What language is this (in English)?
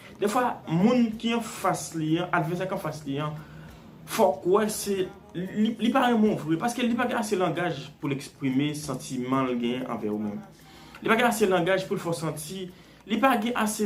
Haitian Creole